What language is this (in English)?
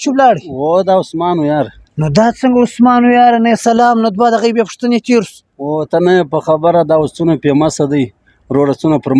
Pashto